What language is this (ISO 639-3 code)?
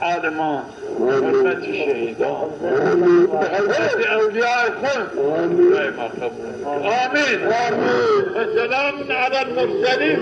zza